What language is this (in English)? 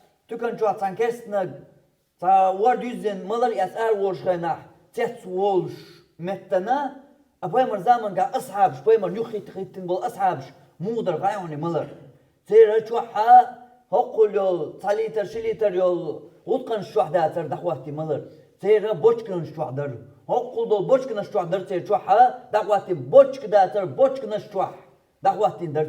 Chechen